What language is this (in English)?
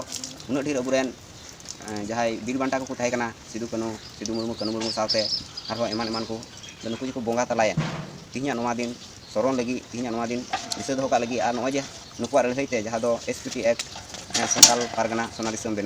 Santali